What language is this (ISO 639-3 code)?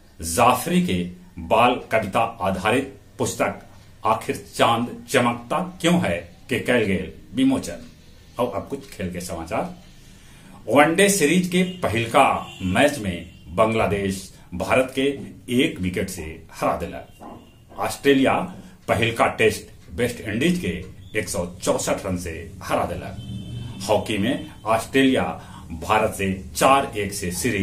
mag